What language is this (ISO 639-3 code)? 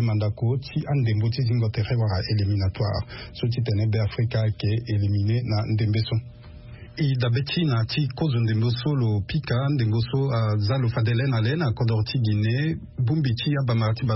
sag